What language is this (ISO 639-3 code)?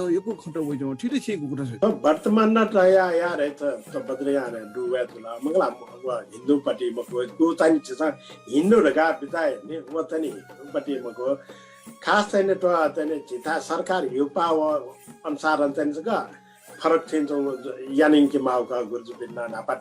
new